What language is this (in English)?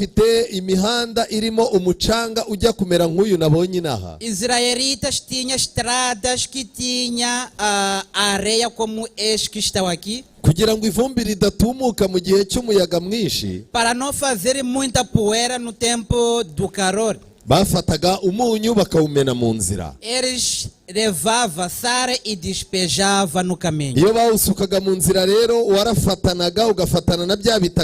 Kinyarwanda